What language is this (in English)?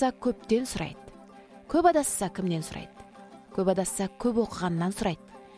Kazakh